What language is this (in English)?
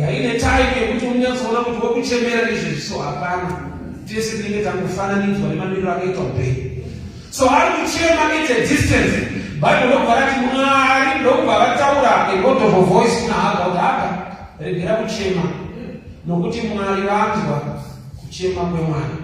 Shona